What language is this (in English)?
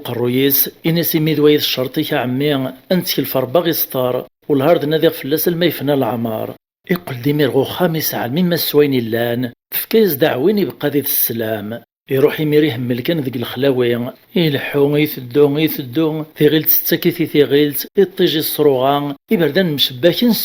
Kabyle